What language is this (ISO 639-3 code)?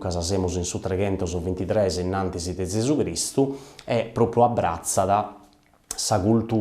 srd